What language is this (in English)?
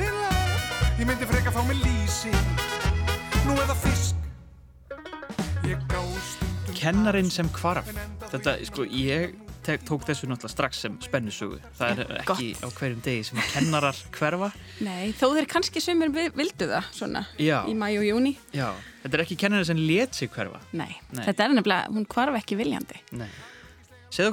Icelandic